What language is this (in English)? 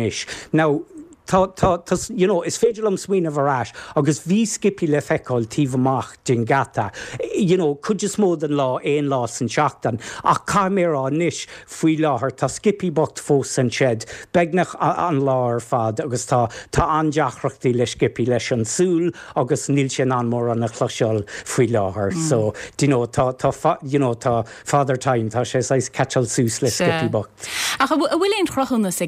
Irish